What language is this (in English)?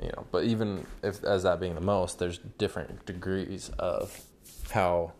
English